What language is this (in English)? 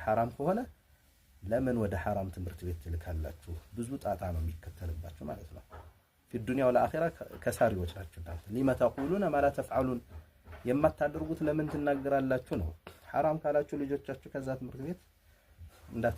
Amharic